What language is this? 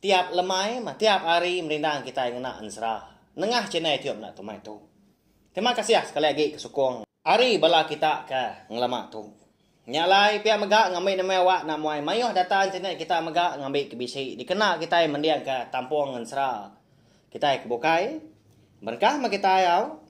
Iban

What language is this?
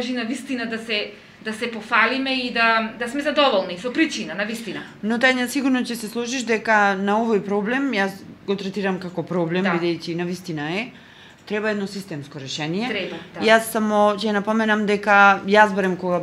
Macedonian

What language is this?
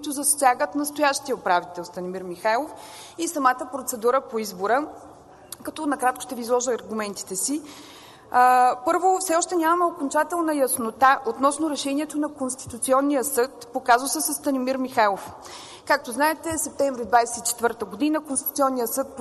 Bulgarian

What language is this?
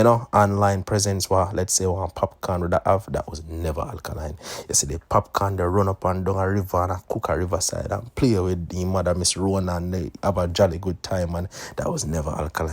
Jamaican Creole English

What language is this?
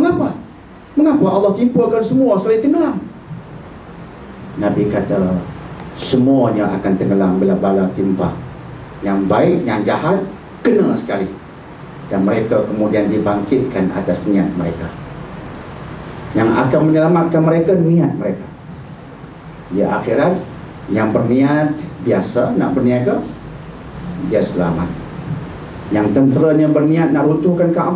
Malay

